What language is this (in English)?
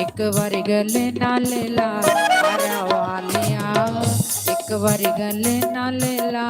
Dogri